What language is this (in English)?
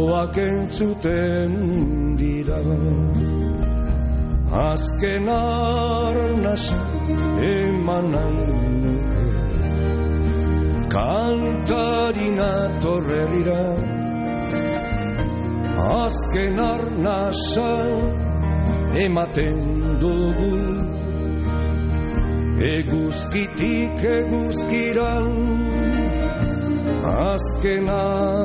Basque